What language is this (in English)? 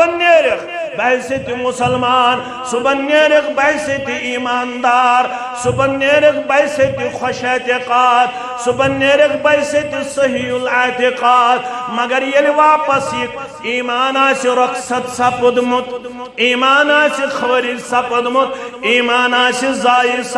Kashmiri